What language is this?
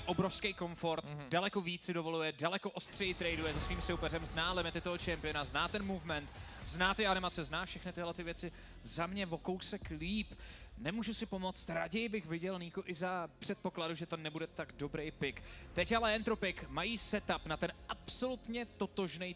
Czech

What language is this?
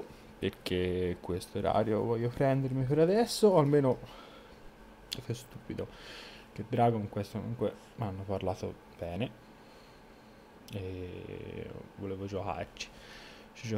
Italian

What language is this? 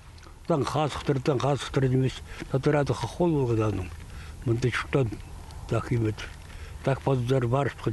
Khakas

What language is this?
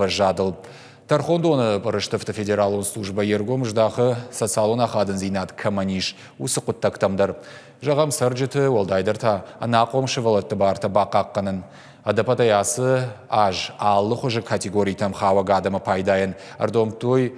Ossetic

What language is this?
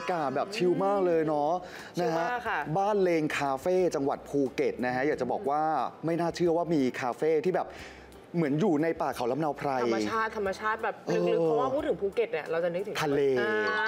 Thai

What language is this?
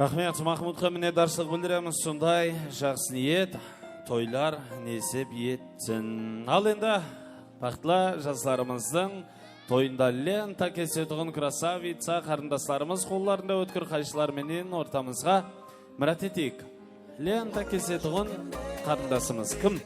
Kara-Kalpak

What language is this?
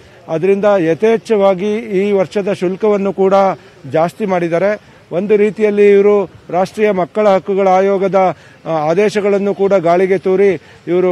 Kannada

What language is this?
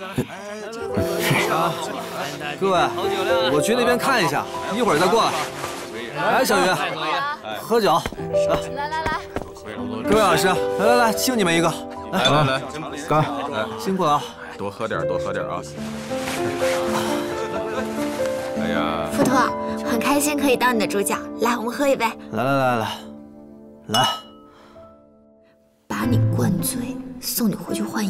Chinese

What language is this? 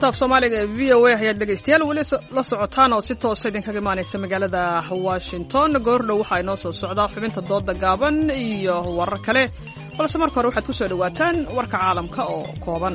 Somali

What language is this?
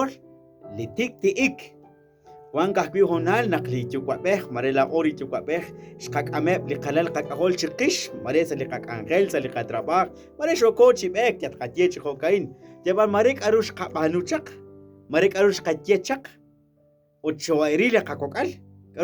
Kekchí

